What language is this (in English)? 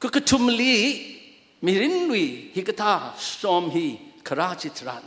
Tangkhul Naga (India)